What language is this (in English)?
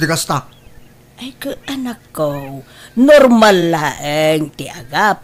Iloko